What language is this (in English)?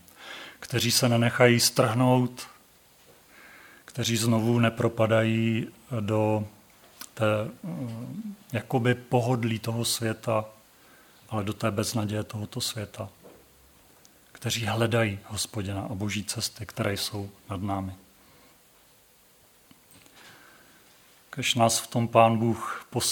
Czech